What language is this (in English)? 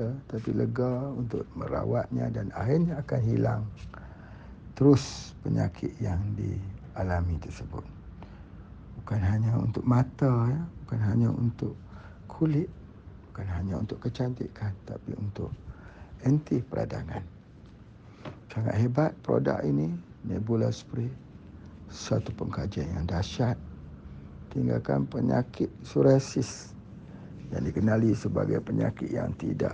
Malay